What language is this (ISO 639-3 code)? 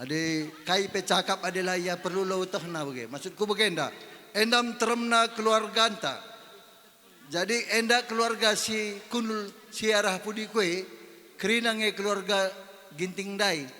btx